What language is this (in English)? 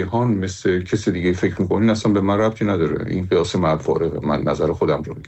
Persian